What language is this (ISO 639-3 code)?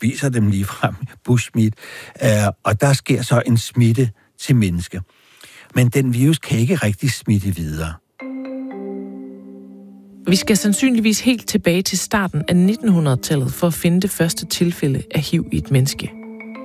dan